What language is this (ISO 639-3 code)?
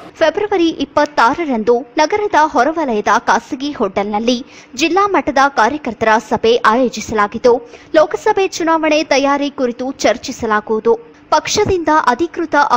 kan